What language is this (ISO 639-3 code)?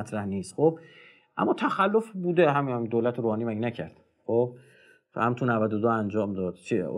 fas